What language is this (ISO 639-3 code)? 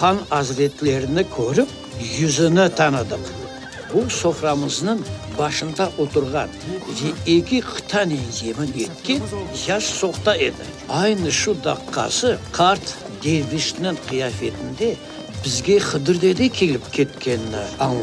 crh